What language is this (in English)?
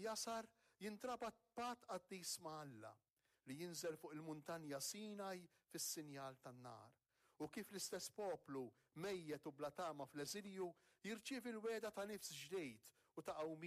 Maltese